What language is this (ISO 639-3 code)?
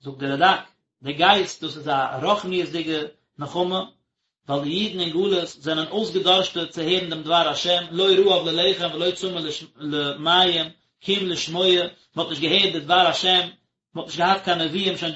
yid